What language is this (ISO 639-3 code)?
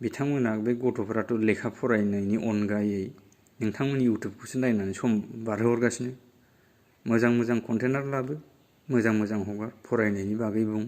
brx